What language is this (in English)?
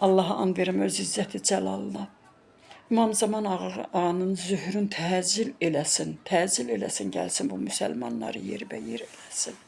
Azerbaijani